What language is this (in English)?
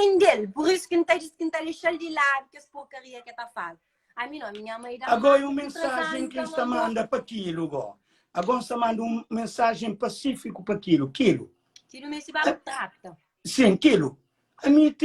Kabuverdianu